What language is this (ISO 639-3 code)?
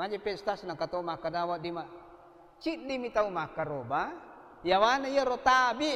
bug